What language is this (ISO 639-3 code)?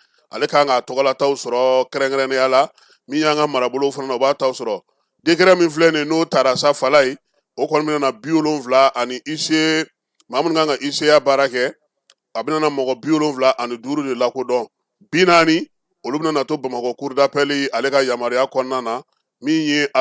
bam